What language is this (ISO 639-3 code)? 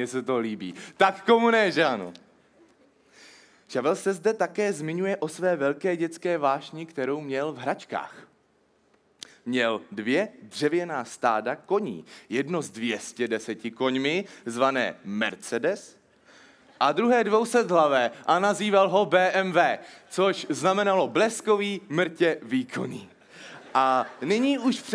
ces